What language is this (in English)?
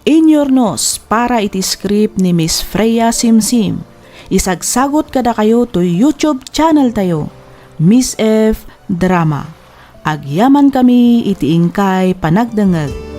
Iloko